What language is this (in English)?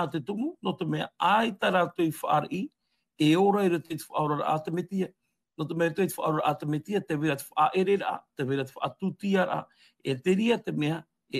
Tahitian